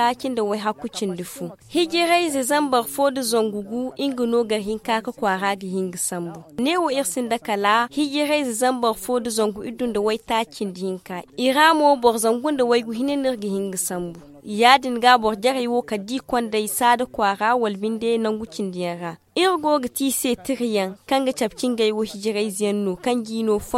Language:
Zarma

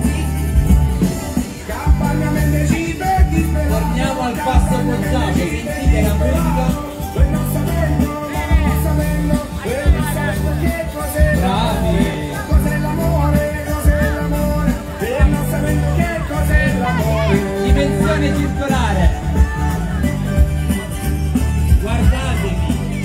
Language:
Italian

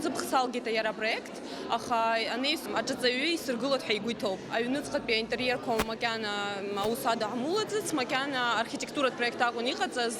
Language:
Abkhazian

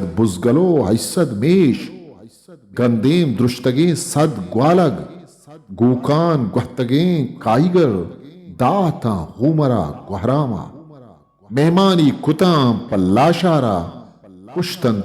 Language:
Eastern Balochi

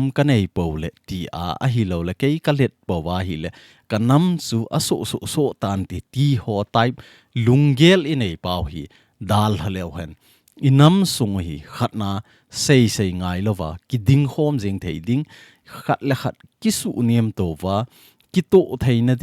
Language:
Thado Chin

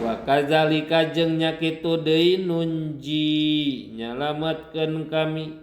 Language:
Sundanese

